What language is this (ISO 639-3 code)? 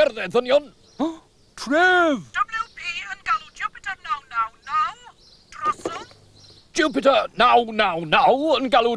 cym